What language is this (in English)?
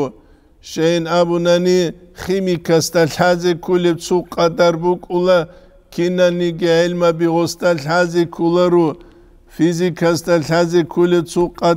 Avaric